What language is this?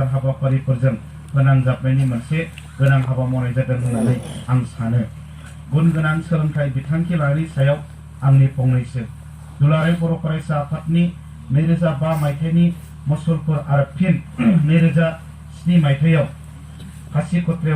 Bodo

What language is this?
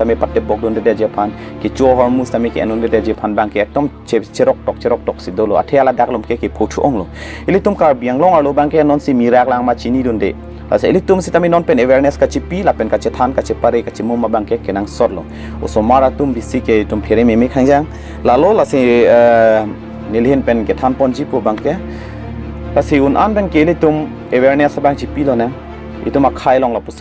Karbi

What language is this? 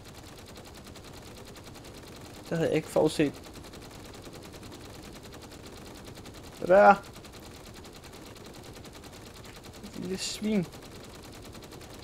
Danish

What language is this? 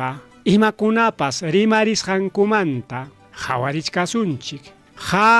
Ayacucho Quechua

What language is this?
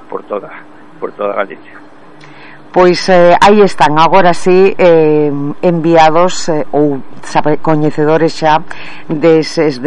Galician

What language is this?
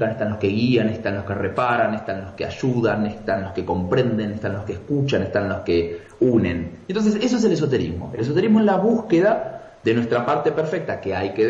Spanish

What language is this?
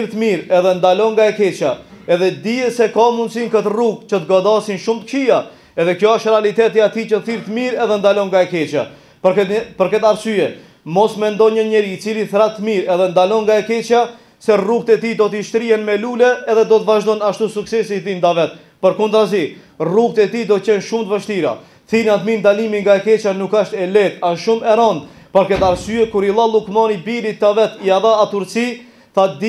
Albanian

